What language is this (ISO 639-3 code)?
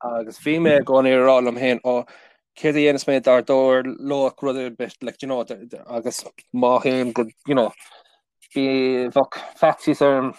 gle